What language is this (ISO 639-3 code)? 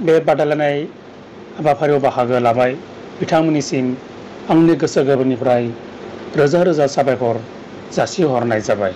brx